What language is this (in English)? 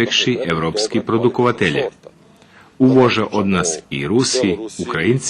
Rusyn